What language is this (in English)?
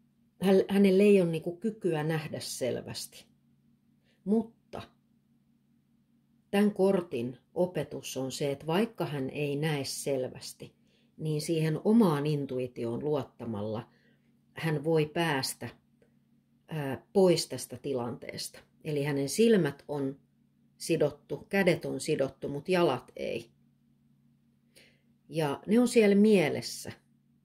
Finnish